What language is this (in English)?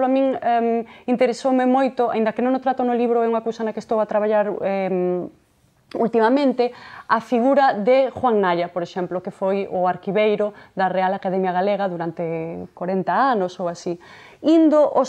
Galician